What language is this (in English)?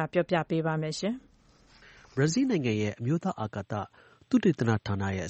Burmese